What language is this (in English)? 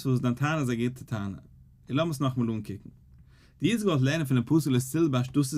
Yiddish